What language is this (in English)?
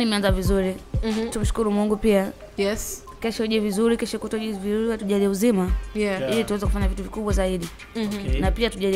Swahili